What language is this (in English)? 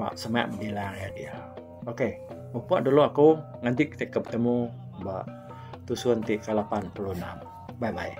Iban